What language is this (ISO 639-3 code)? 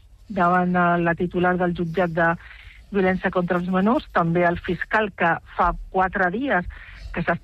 cat